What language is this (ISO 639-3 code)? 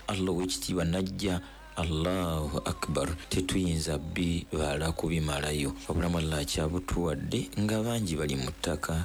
lug